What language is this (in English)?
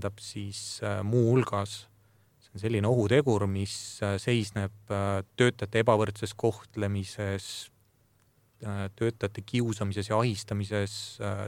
Estonian